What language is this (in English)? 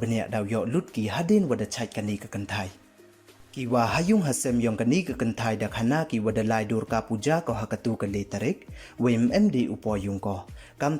Pnar